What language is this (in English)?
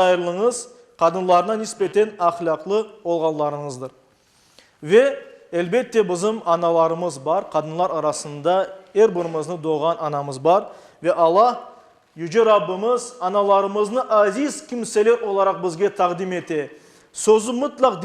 Crimean Tatar